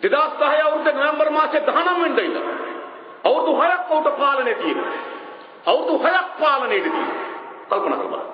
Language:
Sinhala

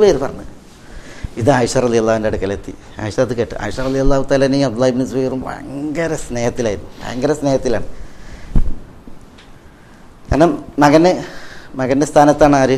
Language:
Malayalam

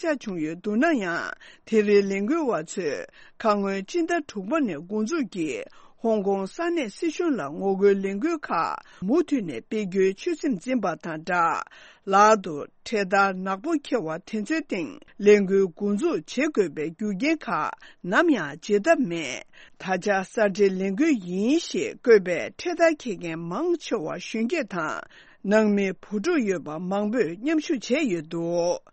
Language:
Tibetan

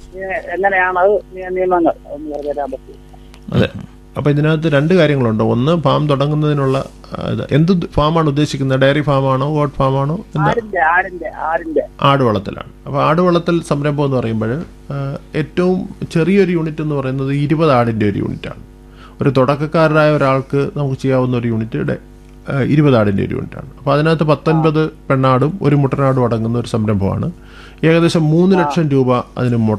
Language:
Malayalam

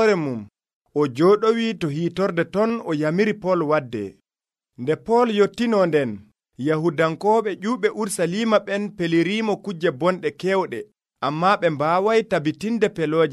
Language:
Nigerian Fulfulde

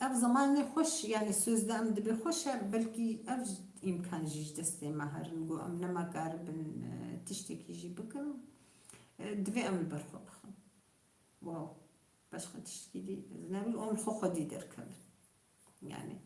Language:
Kurdish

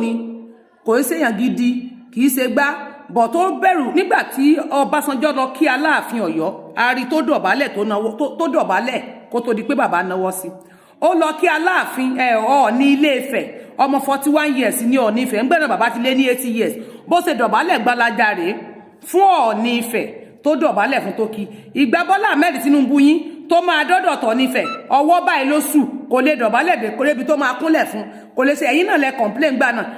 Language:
Yoruba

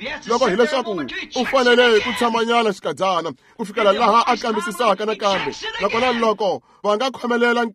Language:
Tsonga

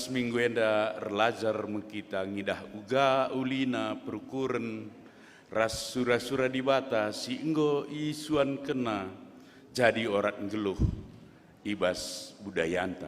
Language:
Batak Karo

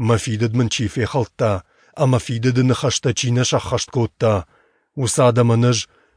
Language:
Ossetic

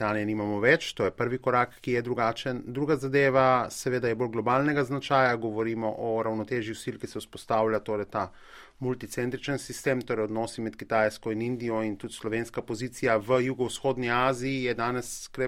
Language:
Slovenian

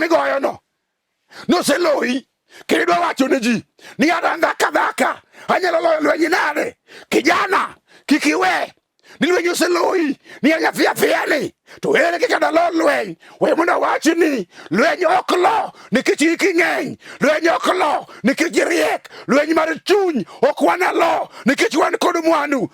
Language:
Luo (Kenya and Tanzania)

